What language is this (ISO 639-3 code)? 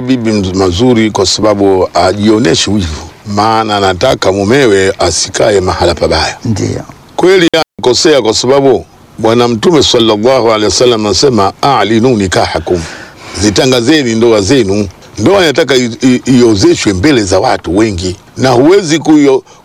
swa